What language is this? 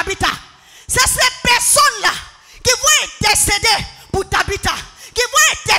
French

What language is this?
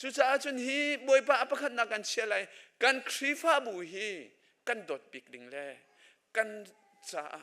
Hakha Chin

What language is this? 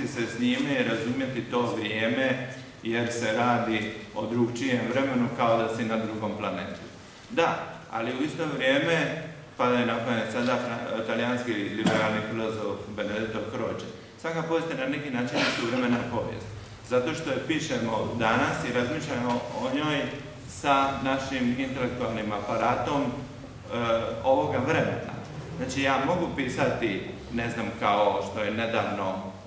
Croatian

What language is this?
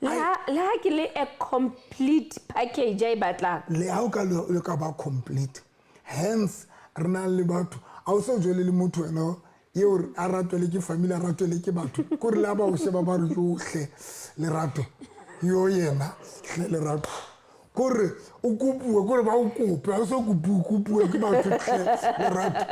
Southern Sotho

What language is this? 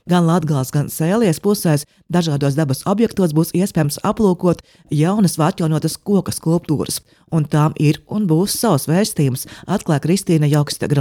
Latvian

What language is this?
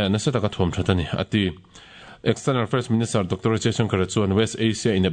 Mizo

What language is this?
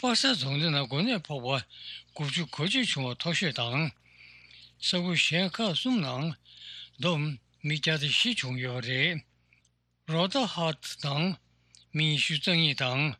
Tibetan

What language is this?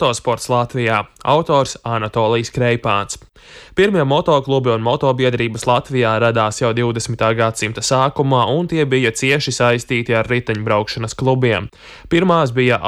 Latvian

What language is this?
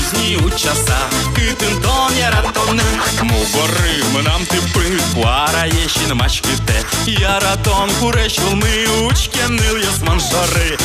Udmurt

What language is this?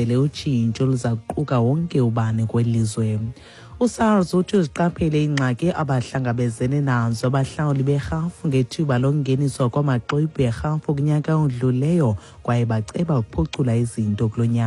Xhosa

